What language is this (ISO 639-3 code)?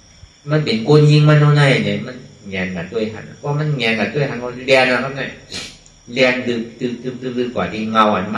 shn